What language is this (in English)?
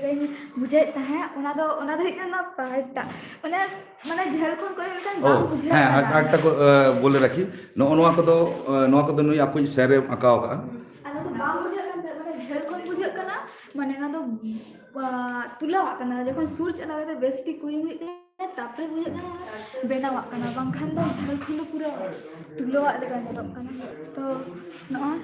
Santali